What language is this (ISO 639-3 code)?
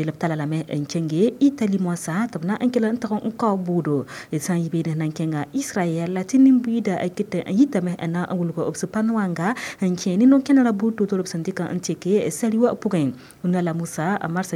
mos